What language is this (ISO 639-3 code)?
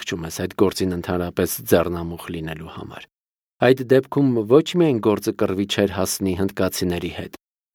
hye